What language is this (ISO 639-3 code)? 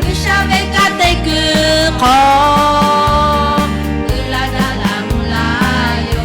lhu